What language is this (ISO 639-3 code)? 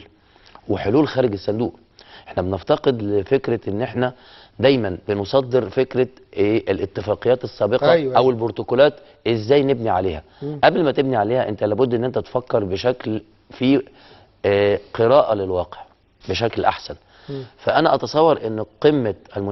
arz